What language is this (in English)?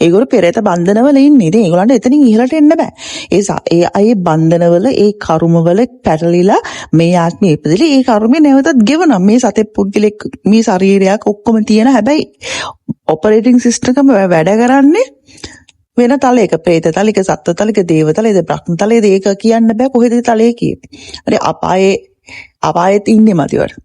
Sinhala